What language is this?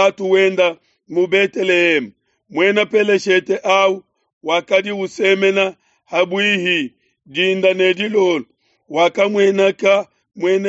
Luba-Lulua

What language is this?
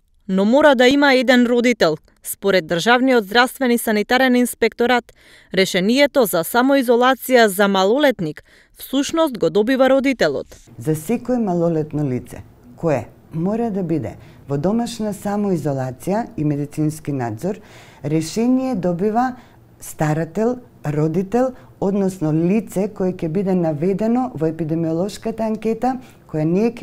Macedonian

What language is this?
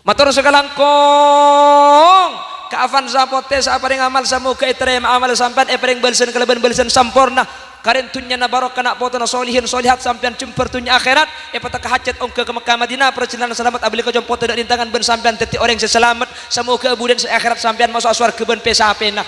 Madurese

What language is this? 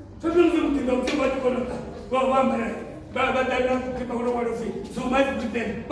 Venda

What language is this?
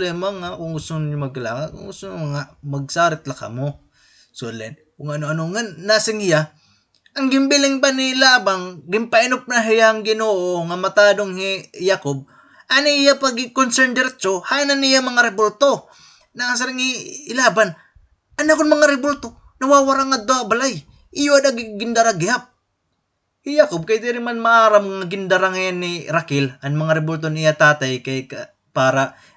Waray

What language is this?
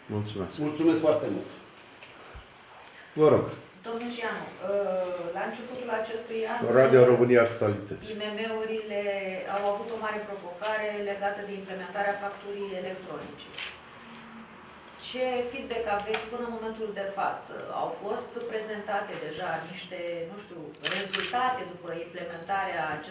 Romanian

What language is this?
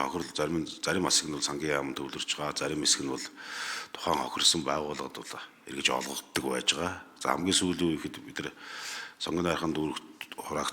Mongolian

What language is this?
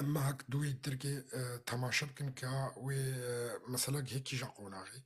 Kurdish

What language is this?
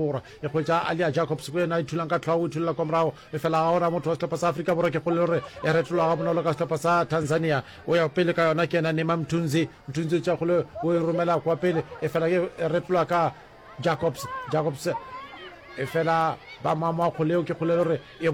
Northern Sotho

